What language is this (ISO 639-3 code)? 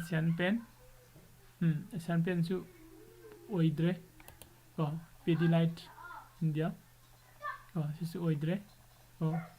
mni